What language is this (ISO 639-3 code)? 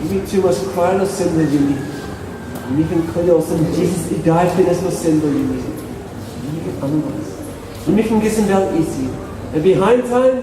tpi